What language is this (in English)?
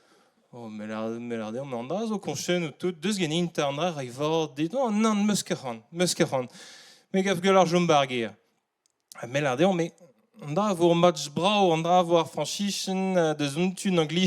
Breton